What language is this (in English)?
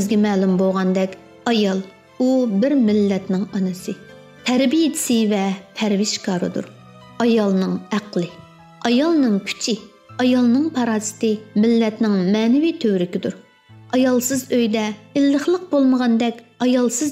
Uyghur